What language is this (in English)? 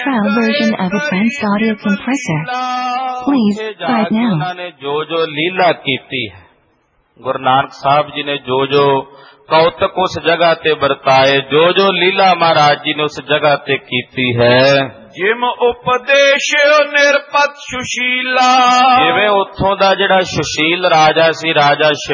Punjabi